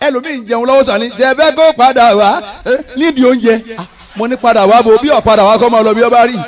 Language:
Yoruba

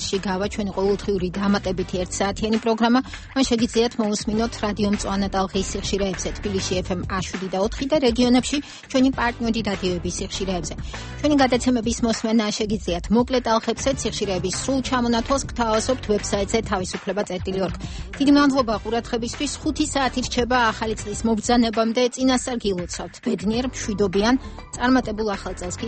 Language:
Georgian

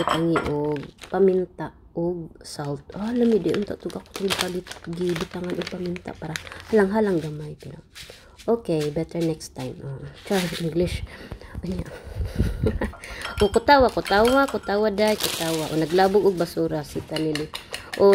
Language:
Cebuano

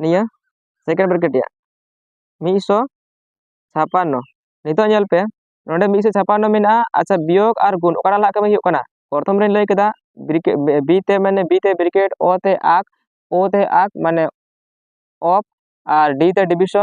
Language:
Santali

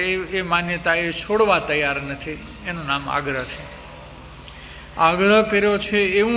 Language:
Gujarati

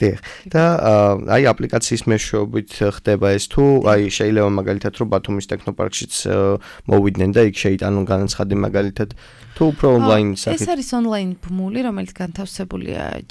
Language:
Georgian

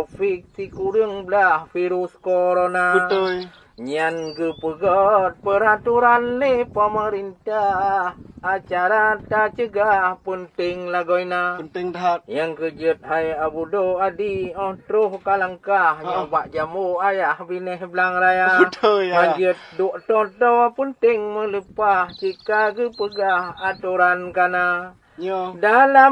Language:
Achinese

